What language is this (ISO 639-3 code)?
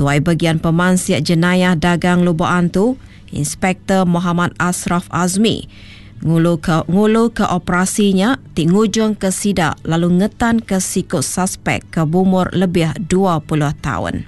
iba